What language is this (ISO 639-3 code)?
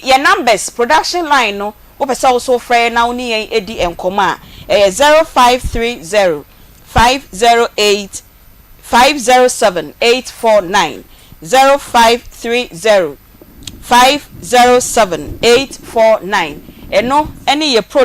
aka